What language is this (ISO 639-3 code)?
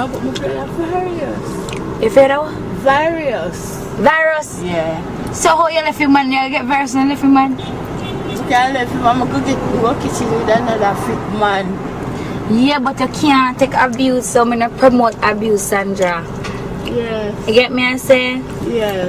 jam